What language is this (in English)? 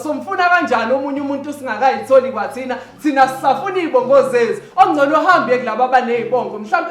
Zulu